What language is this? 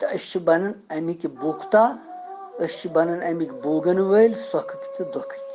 Kashmiri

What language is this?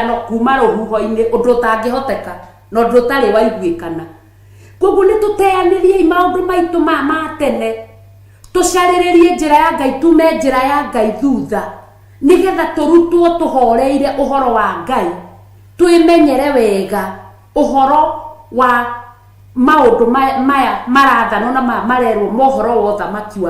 Kikuyu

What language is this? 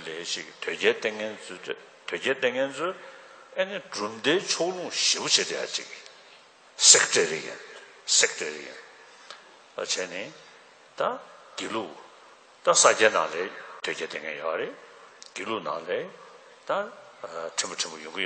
Tibetan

